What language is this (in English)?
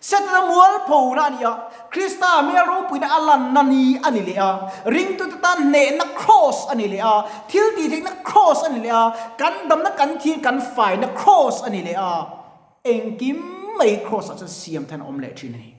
Mizo